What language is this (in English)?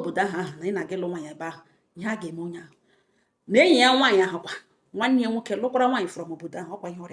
Igbo